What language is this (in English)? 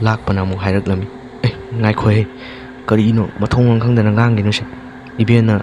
Manipuri